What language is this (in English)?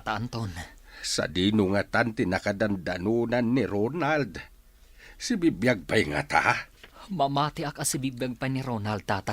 Iloko